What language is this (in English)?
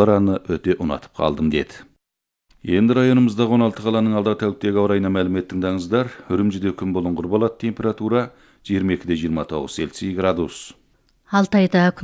Kazakh